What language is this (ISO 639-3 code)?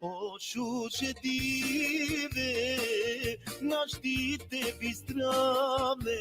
rmn